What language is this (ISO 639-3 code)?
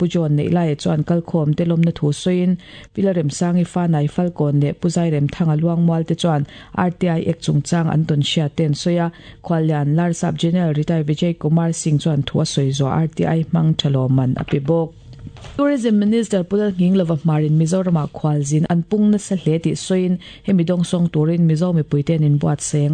lus